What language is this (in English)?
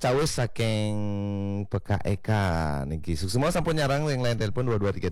Balinese